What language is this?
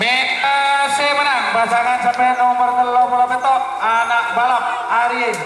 Madurese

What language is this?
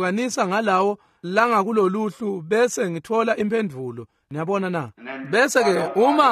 Swati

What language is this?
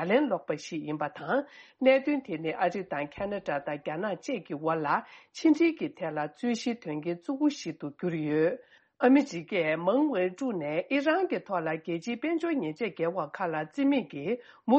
Tibetan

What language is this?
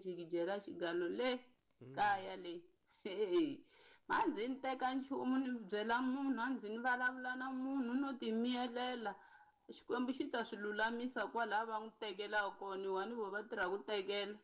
Tsonga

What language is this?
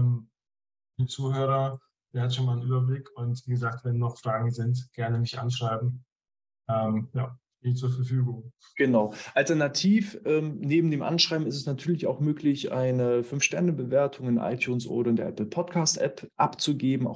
German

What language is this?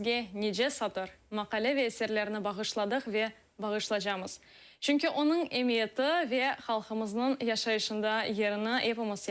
Crimean Tatar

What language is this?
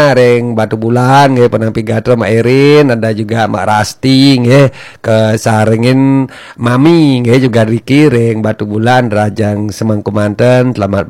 Balinese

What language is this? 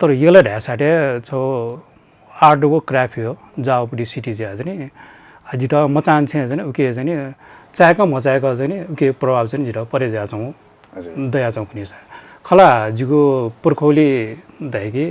Newari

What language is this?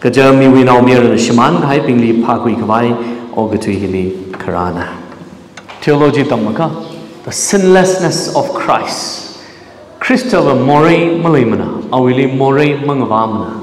Tangkhul Naga (India)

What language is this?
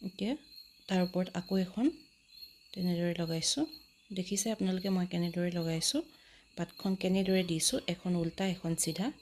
Assamese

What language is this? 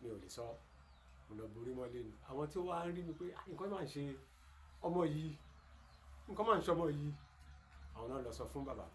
Yoruba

